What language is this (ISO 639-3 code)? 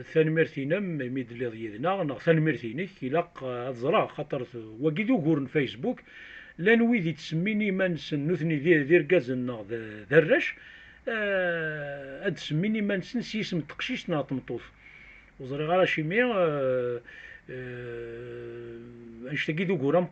kab